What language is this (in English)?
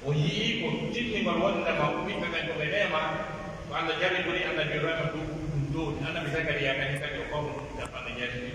Pular